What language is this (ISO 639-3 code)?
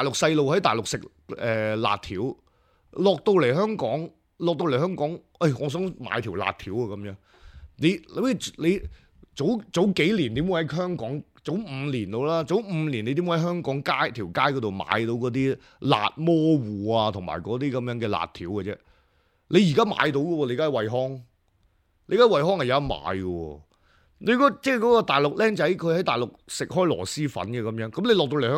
yue